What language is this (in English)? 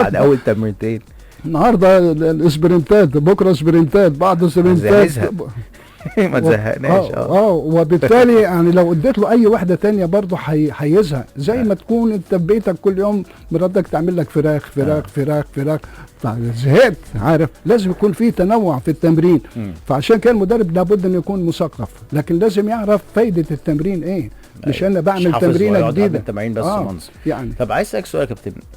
Egyptian Arabic